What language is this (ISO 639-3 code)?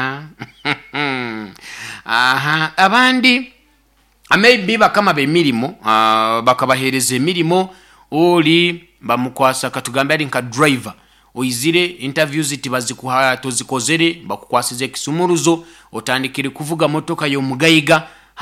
nyo